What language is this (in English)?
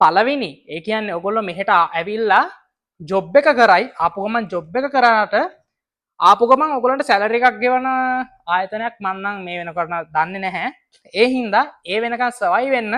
Sinhala